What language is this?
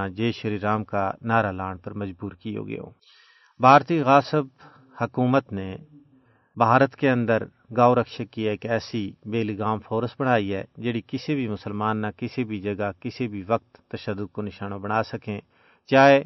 Gujari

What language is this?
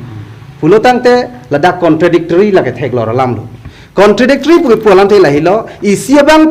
Karbi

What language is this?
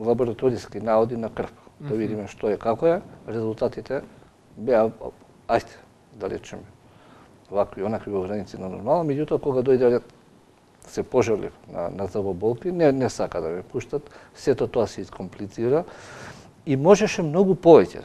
Macedonian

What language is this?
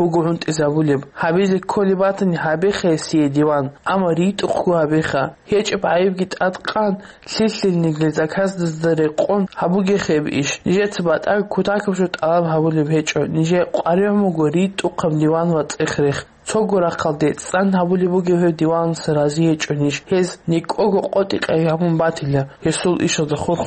Avaric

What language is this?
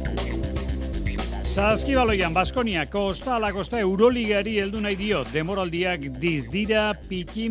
Basque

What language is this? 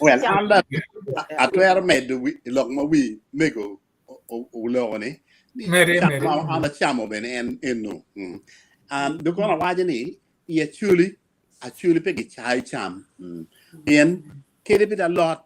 Acoli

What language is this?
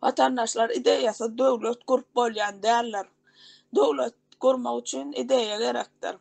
Turkmen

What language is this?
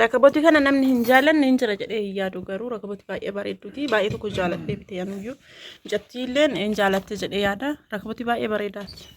Oromo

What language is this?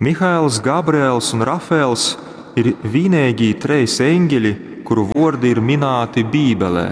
Latgalian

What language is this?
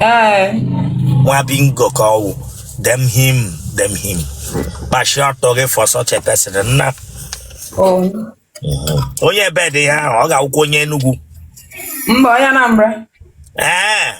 Igbo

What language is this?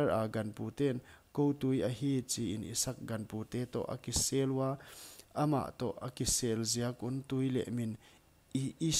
Paite Chin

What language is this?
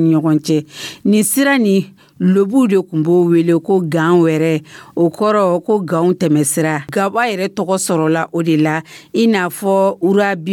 Dyula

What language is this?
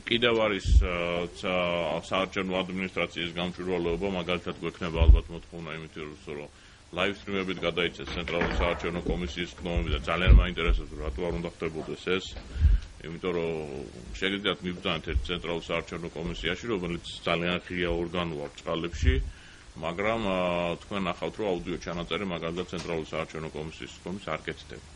Georgian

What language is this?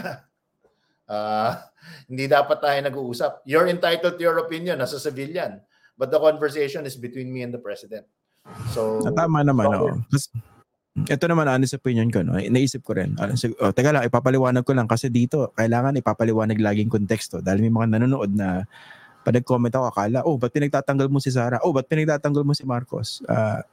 Filipino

